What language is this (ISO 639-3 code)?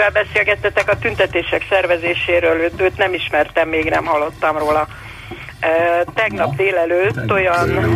hun